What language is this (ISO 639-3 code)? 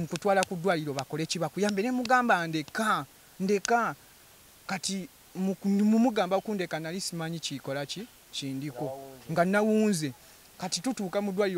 lug